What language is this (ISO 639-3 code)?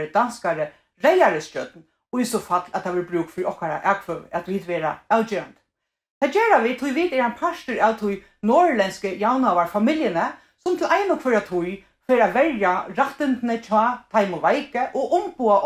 fao